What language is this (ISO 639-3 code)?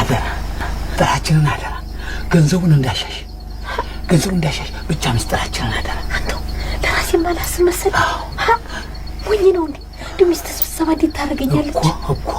amh